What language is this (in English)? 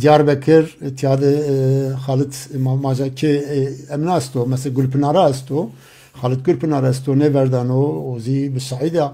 Zaza